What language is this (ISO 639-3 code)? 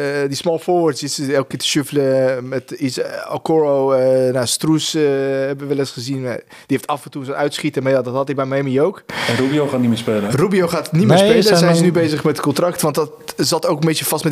nld